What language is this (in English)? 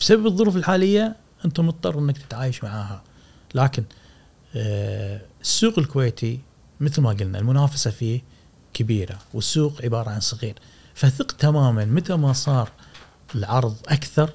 Gulf Arabic